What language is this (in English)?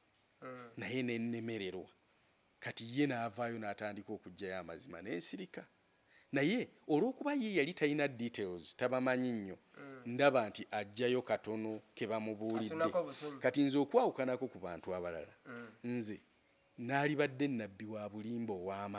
Ganda